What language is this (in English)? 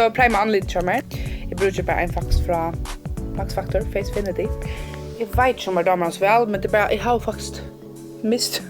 Faroese